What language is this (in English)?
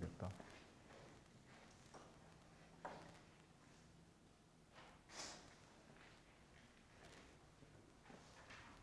Korean